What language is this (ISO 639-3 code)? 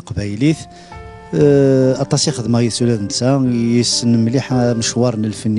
kab